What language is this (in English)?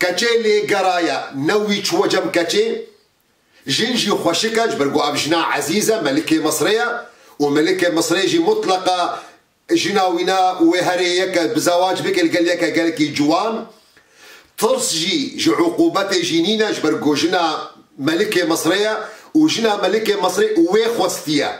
Kurdish